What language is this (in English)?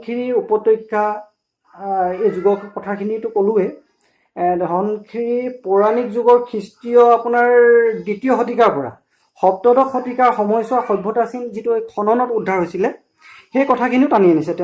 Assamese